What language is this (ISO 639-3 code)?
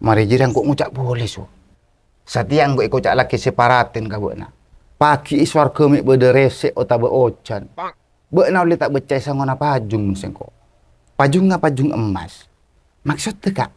mad